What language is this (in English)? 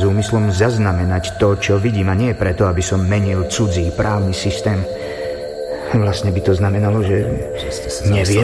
Slovak